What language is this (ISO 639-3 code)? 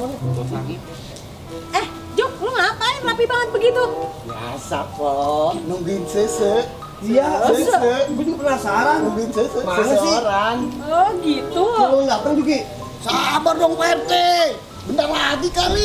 bew